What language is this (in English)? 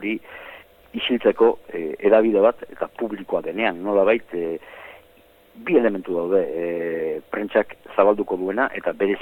Basque